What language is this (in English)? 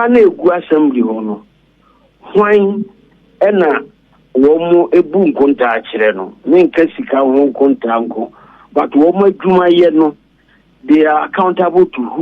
Akan